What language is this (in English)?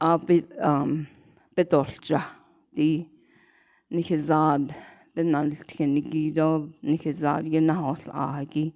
Navajo